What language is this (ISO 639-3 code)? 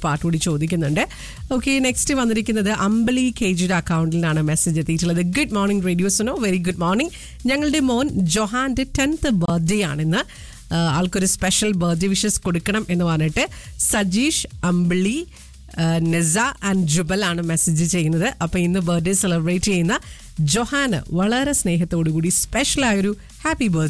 mal